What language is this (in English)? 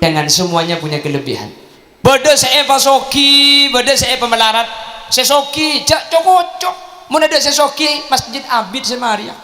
Madurese